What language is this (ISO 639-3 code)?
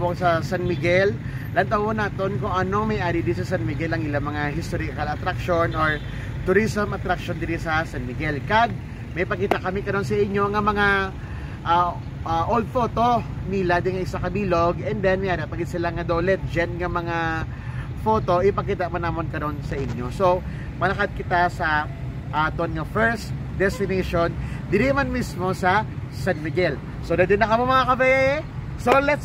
hil